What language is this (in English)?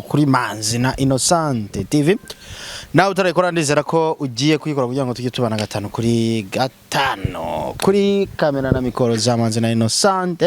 Kinyarwanda